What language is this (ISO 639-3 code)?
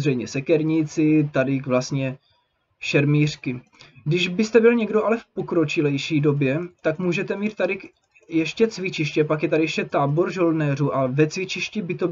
ces